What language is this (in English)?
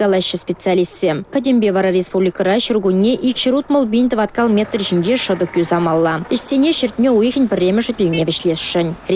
Chuvash